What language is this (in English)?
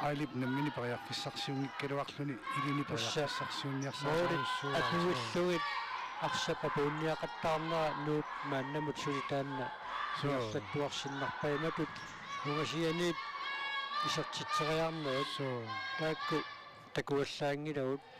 Kalaallisut